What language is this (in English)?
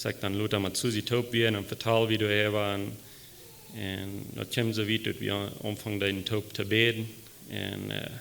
Plautdietsch